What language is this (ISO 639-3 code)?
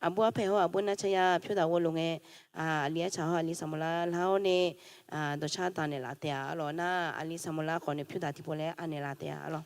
ahk